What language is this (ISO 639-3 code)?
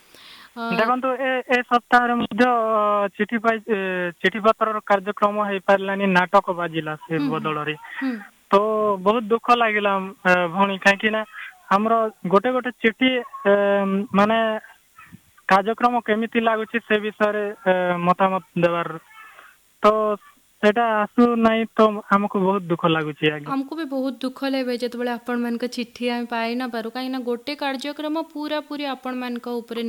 ori